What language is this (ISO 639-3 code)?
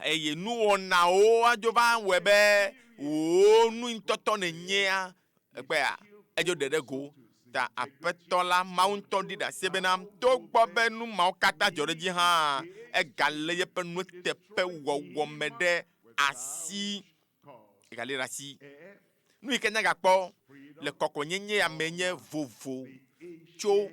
ewe